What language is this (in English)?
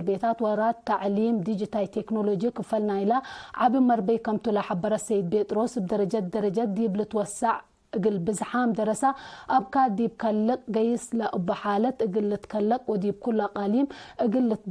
Tigre